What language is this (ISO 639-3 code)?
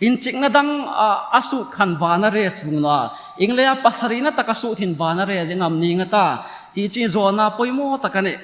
hmr